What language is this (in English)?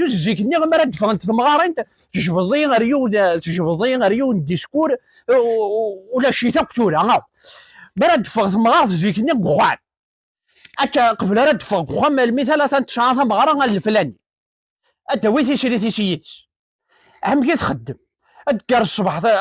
Kabyle